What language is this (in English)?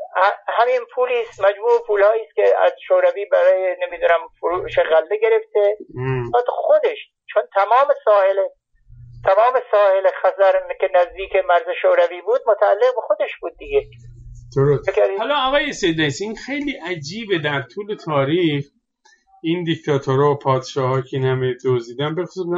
Persian